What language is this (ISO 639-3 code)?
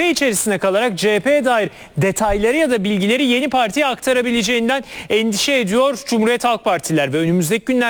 tur